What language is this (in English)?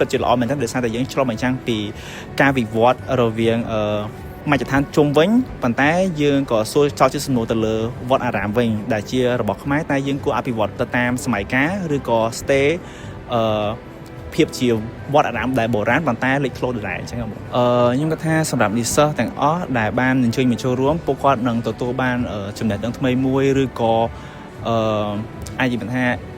Khmer